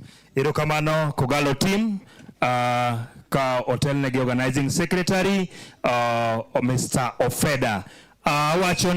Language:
Luo (Kenya and Tanzania)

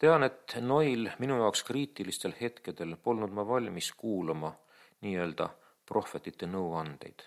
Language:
Estonian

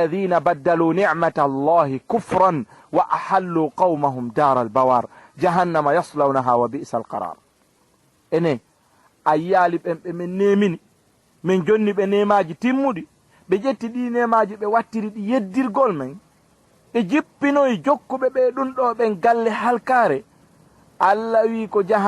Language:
Fula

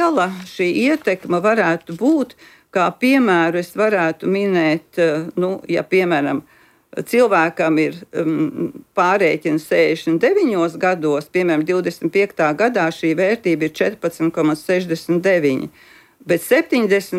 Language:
Latvian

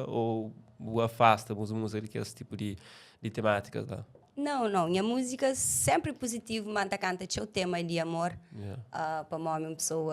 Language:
Kabuverdianu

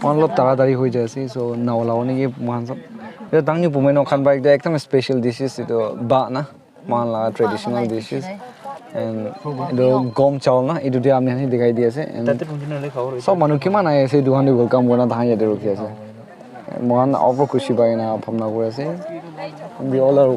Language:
Naga Pidgin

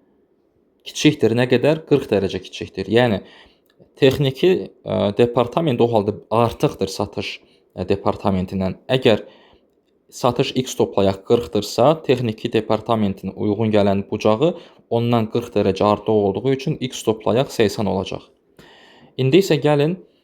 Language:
Azerbaijani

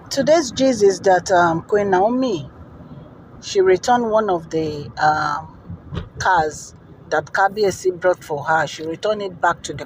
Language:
Yoruba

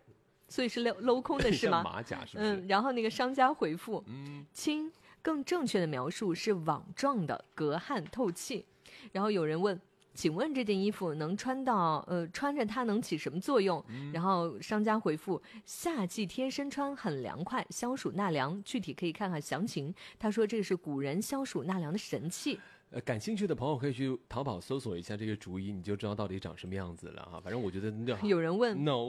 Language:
Chinese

